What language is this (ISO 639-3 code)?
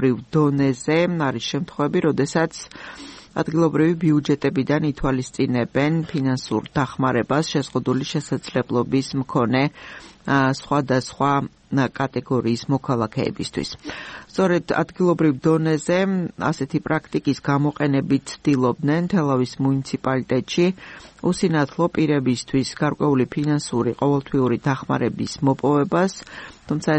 kat